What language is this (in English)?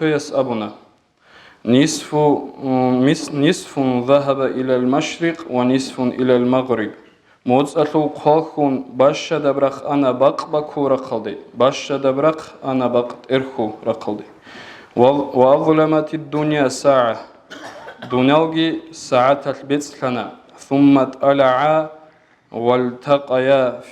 Avaric